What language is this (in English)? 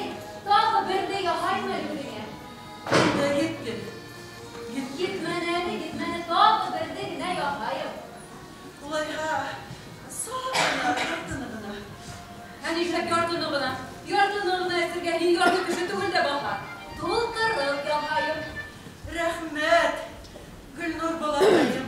Bashkir